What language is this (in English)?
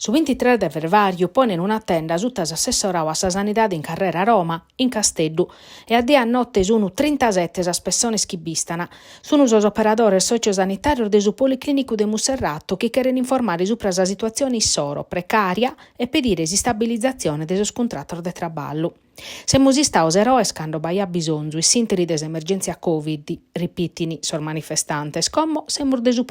Sardinian